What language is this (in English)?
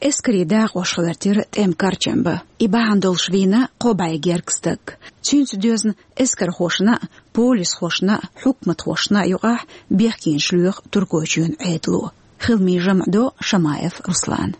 Chechen